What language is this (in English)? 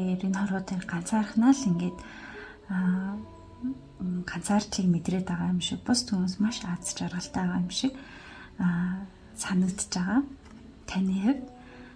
Mongolian